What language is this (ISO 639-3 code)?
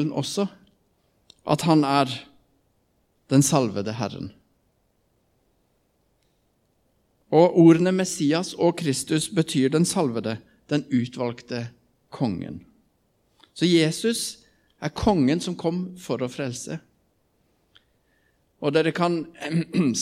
nor